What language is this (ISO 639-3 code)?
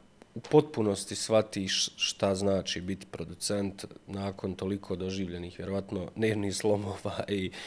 bos